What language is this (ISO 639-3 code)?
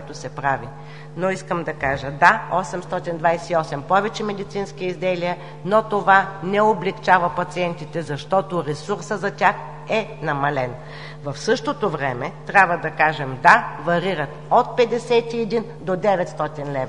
bul